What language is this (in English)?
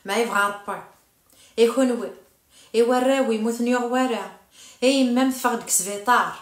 Kabyle